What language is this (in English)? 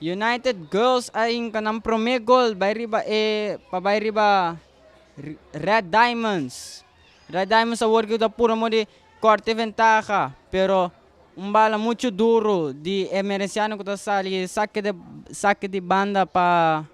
Papiamento